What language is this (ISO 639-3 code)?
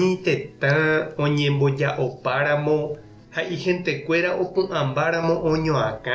grn